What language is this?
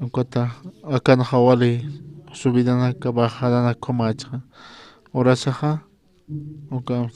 Aymara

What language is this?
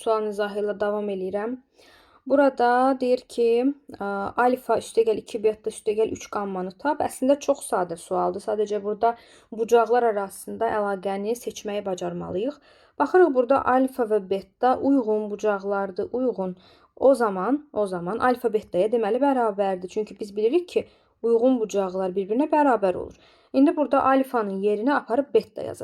Azerbaijani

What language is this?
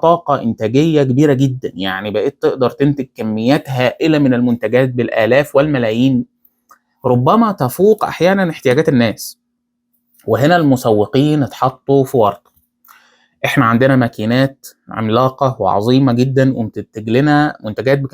Egyptian Arabic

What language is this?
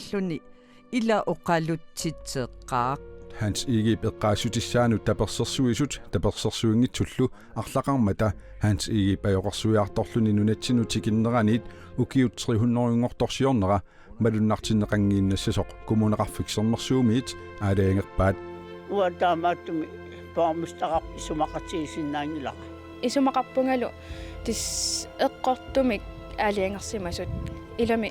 Kalaallisut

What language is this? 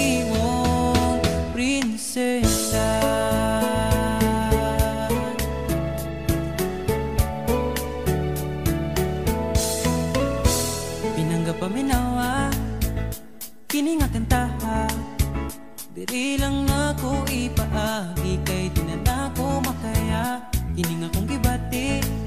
Cebuano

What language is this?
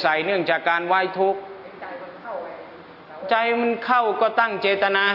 Thai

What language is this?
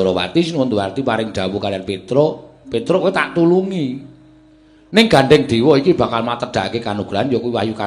Javanese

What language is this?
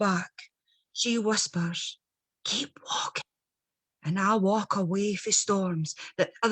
Scots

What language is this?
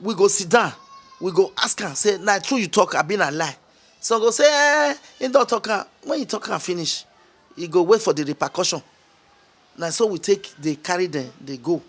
Nigerian Pidgin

